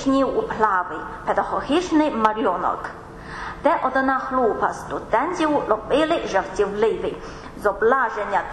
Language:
Ukrainian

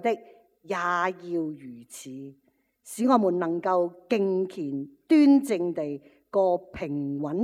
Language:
Cantonese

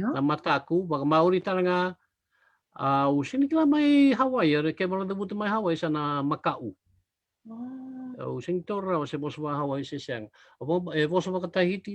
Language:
Fijian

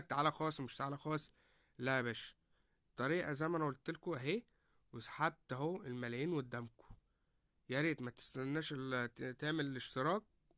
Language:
Egyptian Arabic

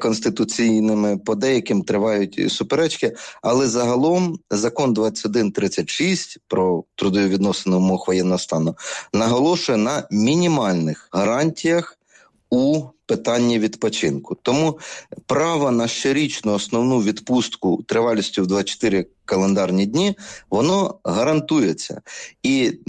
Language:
Ukrainian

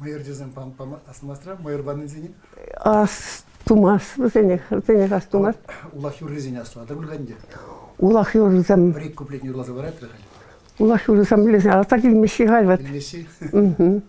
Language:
Chuvash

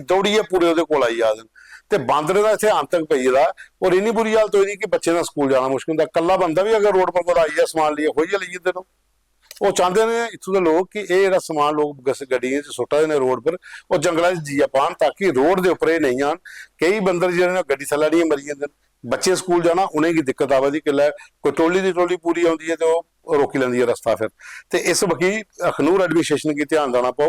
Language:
Dogri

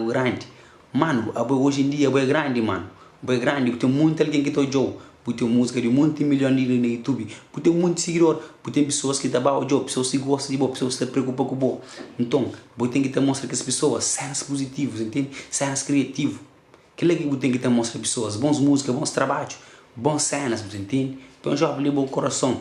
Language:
Kabuverdianu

